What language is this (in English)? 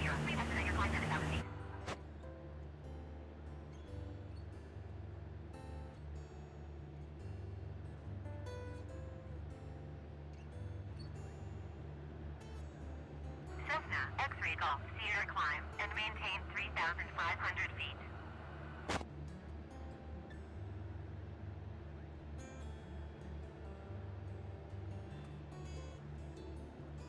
English